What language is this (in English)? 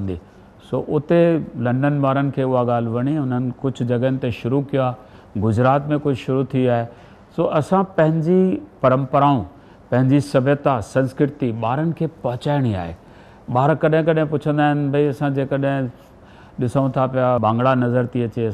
Sindhi